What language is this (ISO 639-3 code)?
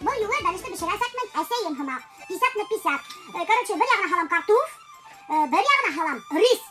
bak